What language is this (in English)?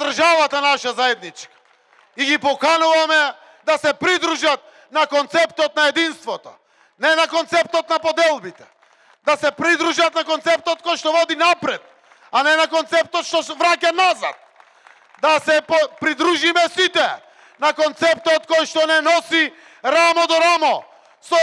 Macedonian